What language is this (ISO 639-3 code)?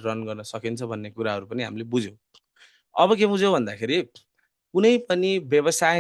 nep